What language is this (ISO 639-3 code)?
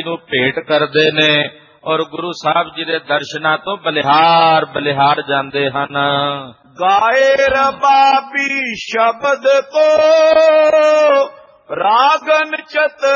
pan